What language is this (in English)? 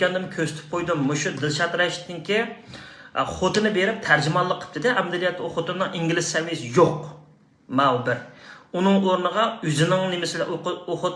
Uyghur